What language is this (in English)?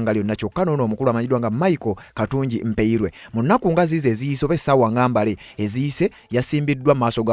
Ganda